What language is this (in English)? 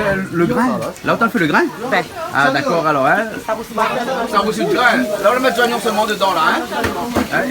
Réunion Creole French